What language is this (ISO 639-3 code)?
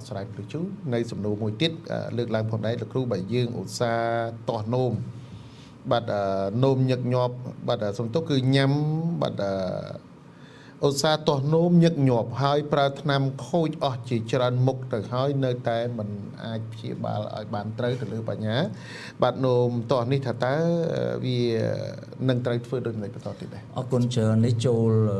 khm